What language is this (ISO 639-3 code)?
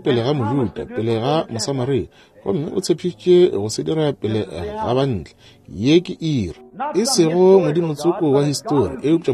nso